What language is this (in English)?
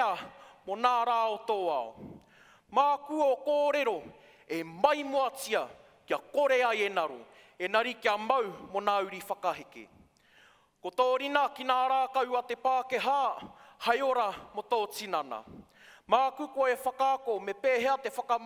Māori